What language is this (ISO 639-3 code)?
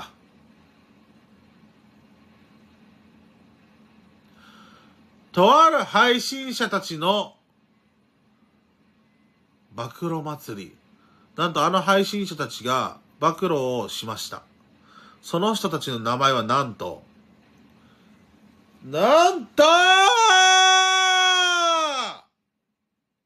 jpn